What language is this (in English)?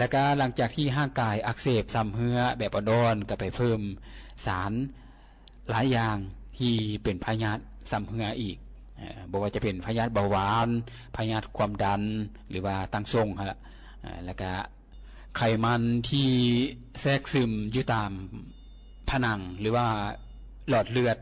Lao